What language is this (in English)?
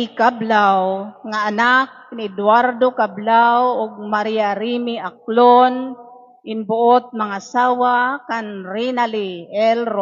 Waray